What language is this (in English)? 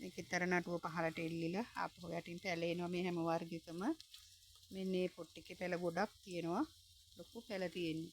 Sinhala